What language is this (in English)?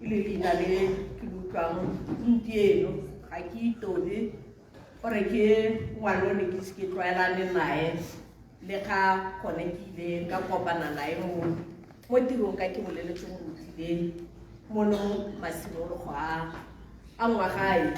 Tswana